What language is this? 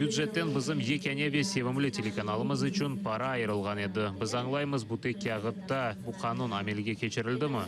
Crimean Tatar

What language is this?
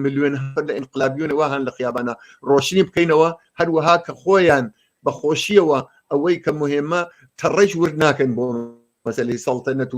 Central Kurdish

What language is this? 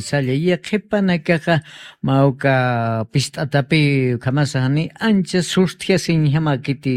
Aymara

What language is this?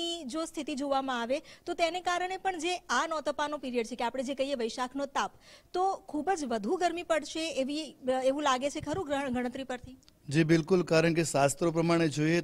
Gujarati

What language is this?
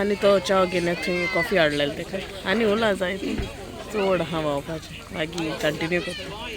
Konkani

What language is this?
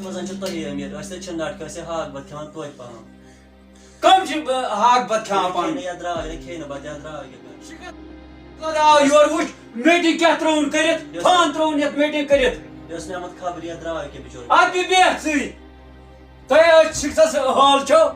Kashmiri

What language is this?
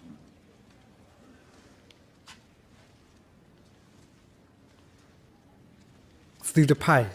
S'gaw Karen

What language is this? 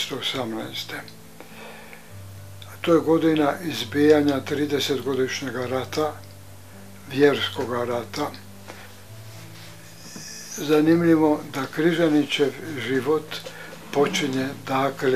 Croatian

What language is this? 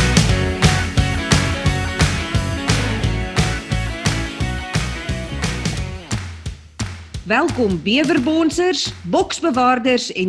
Afrikaans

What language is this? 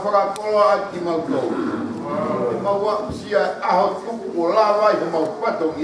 Tongan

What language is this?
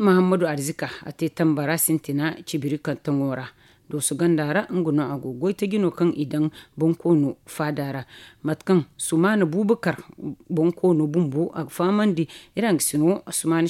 Zarma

